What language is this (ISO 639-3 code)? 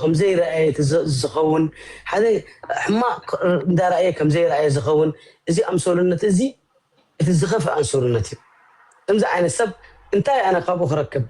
tir